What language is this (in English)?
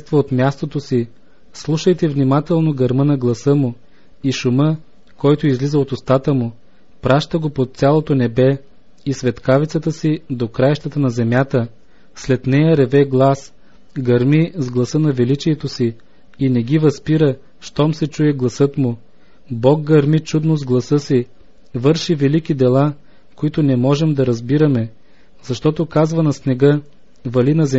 Bulgarian